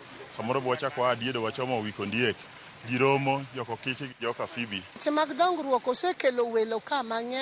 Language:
Luo (Kenya and Tanzania)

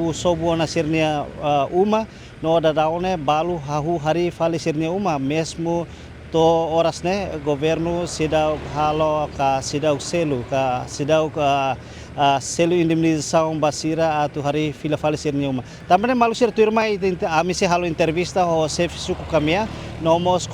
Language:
Tetum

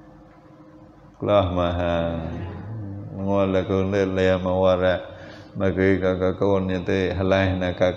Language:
Vietnamese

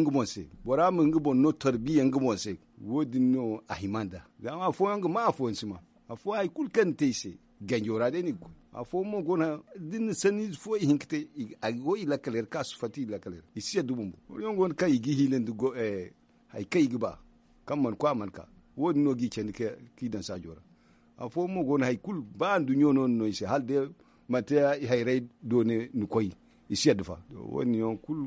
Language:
Zarma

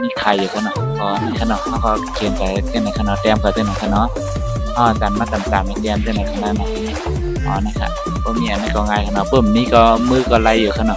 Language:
Shan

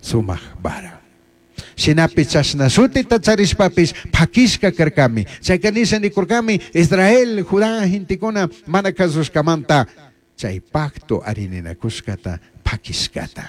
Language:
Chimborazo Highland Quichua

